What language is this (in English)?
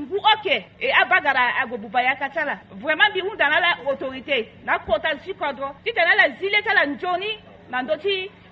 Sango